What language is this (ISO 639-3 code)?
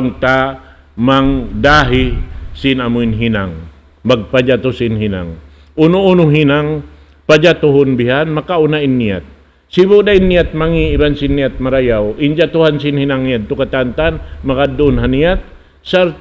tsg